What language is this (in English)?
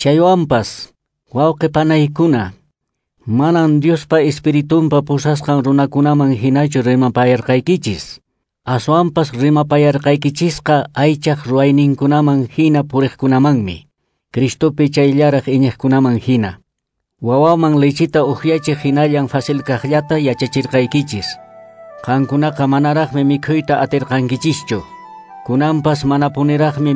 Quechua